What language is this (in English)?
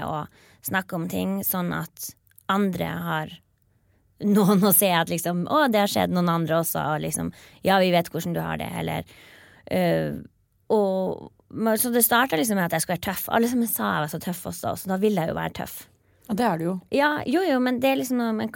Norwegian